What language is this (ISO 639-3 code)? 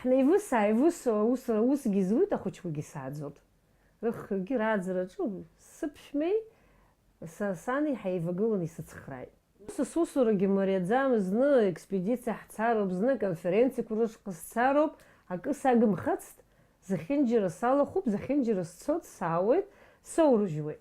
abk